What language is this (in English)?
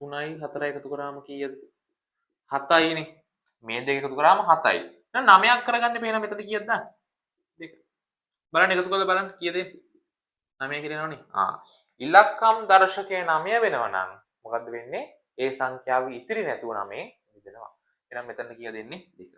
Sinhala